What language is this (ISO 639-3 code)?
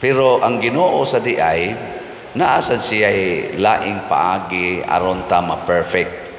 ceb